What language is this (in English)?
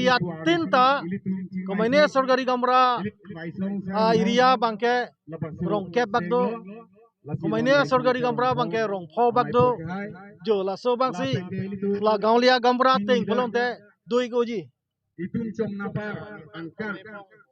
Karbi